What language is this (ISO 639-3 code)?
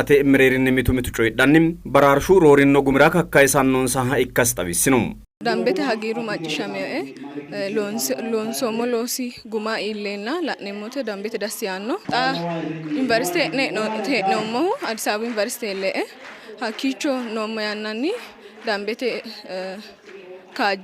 sid